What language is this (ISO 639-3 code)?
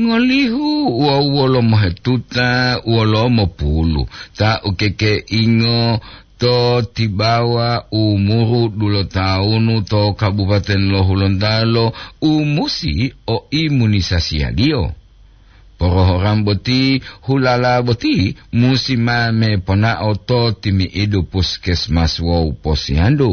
gor